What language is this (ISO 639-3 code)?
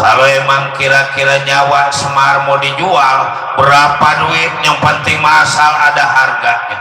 bew